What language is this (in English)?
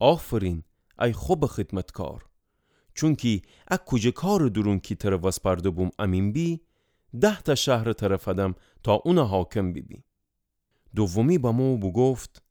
Gilaki